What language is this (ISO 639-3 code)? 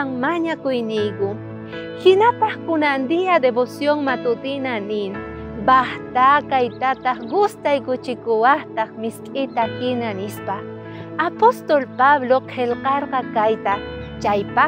quh